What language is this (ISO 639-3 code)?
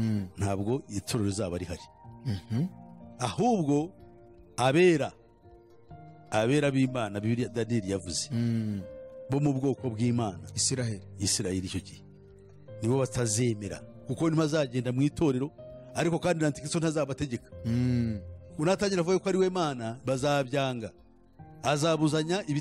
kin